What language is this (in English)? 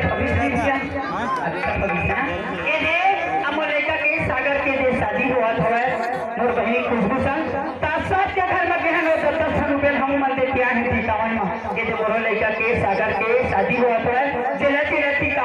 Chhattisgarhi